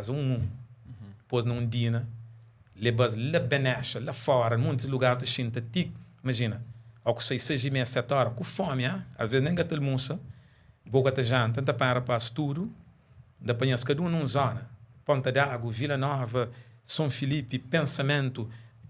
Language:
Kabuverdianu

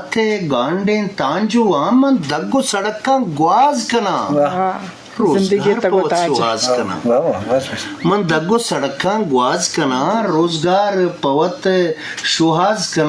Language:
Eastern Balochi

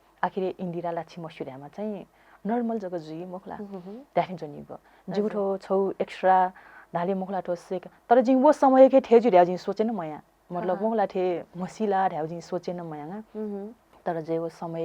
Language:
Newari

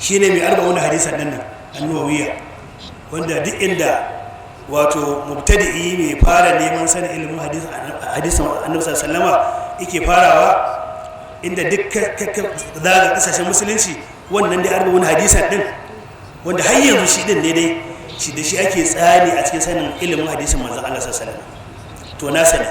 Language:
Hausa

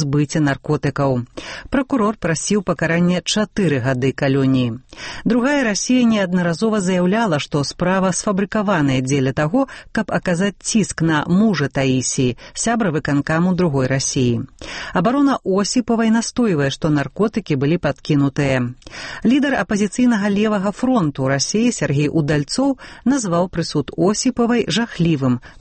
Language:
Belarusian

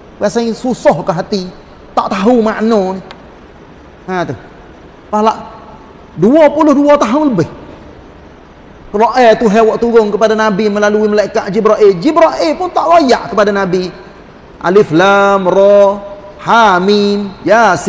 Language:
Malay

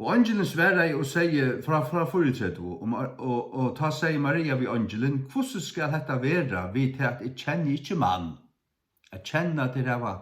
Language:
Faroese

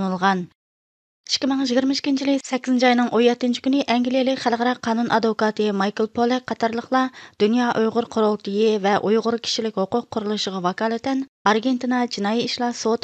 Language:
Uyghur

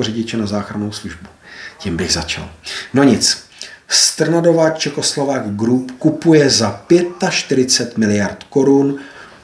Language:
Czech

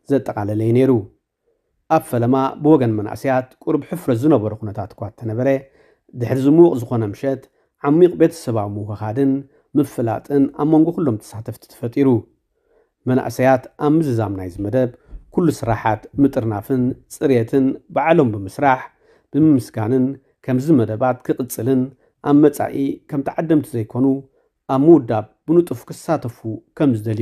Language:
Tigrinya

